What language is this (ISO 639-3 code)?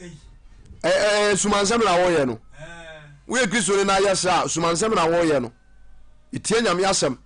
aka